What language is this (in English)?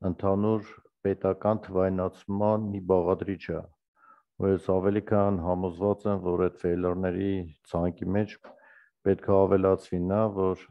Armenian